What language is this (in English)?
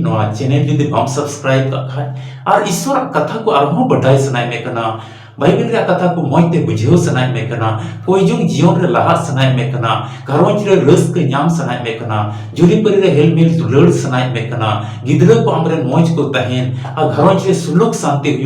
Santali